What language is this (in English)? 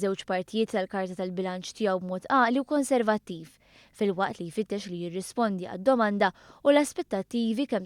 Maltese